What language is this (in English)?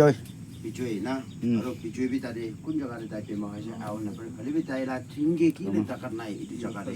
Naga Pidgin